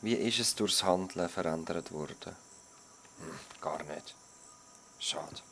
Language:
Swiss German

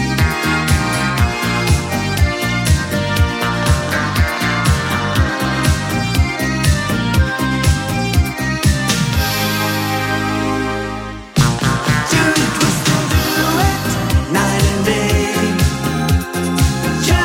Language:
German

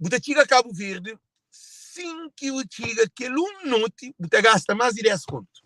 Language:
Kabuverdianu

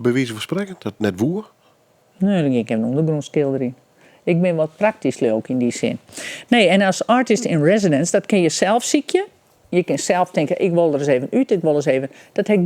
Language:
Western Frisian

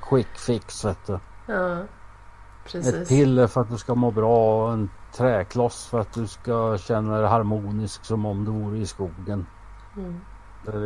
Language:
Swedish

